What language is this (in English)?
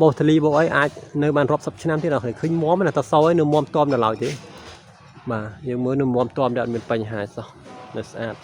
Khmer